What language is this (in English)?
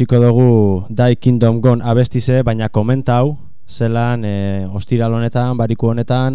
Basque